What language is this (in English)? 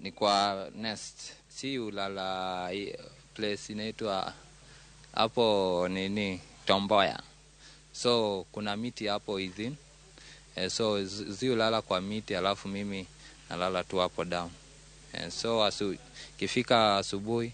Luo (Kenya and Tanzania)